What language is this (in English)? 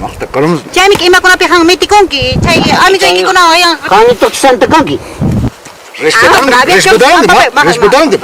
Ayacucho Quechua